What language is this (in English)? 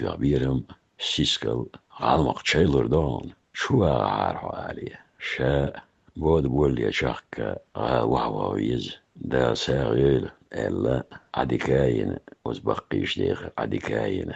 Chechen